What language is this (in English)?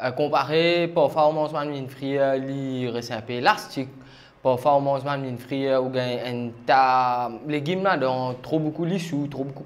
Morisyen